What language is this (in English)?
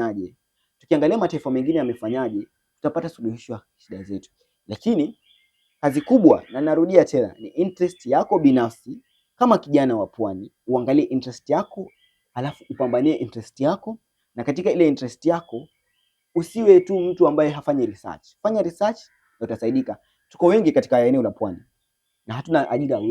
Swahili